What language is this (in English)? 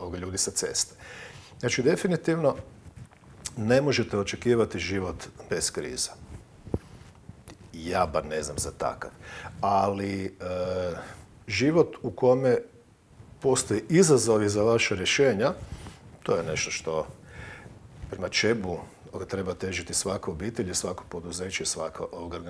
Croatian